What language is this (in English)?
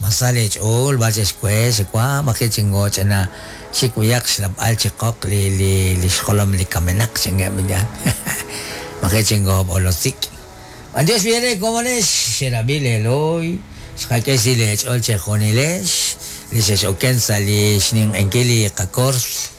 Kekchí